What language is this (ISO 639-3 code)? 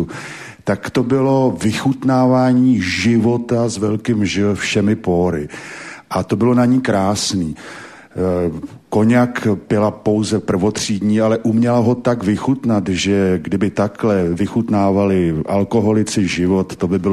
ces